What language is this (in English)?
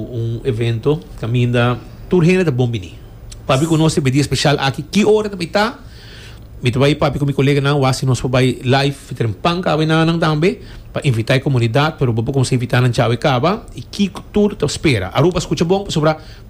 Papiamento